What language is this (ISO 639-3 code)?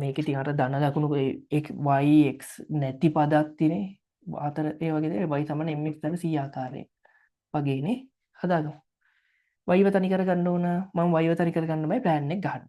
sin